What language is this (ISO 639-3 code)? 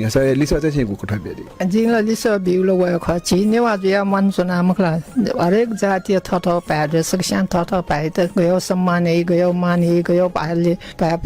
new